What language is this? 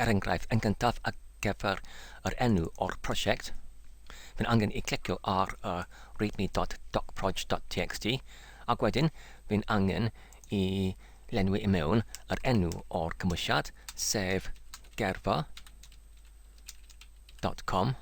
Welsh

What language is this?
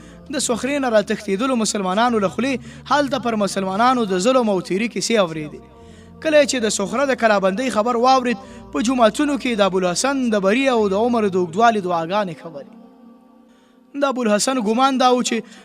Pashto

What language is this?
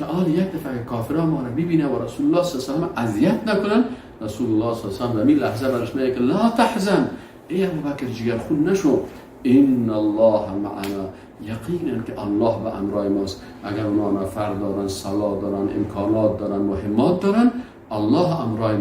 Persian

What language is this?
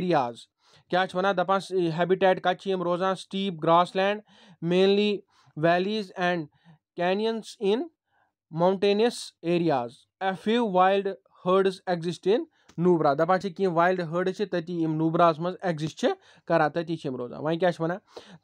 Kashmiri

